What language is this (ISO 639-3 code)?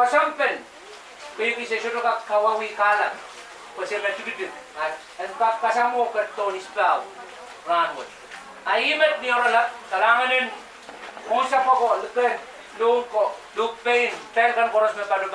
pon